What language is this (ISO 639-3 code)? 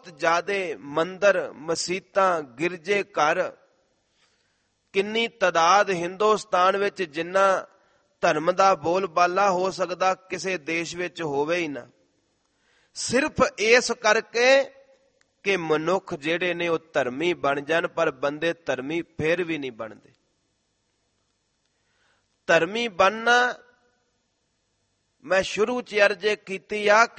pan